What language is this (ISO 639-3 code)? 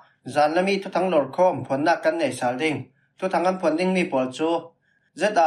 cfm